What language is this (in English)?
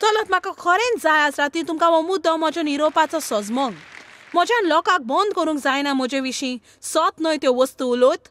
Konkani